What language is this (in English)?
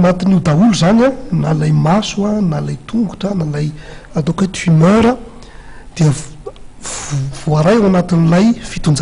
Malagasy